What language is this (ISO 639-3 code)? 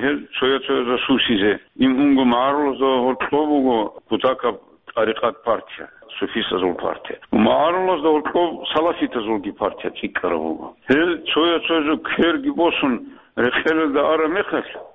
ava